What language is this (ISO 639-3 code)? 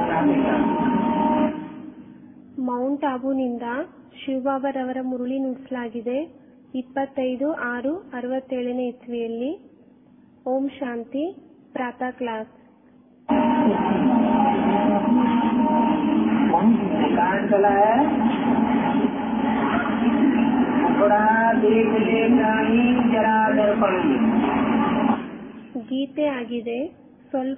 kan